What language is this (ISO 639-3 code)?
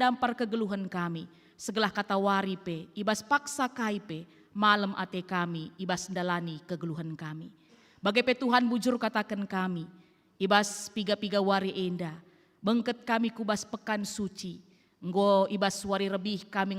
btx